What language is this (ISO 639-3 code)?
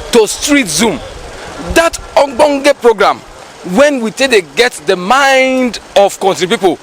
pcm